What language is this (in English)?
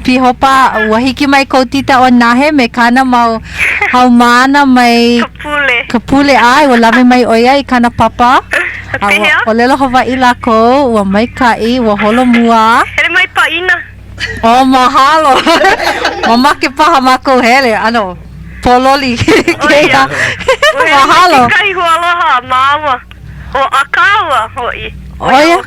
Hawaiian